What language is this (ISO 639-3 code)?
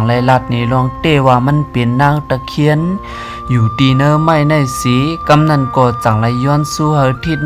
shn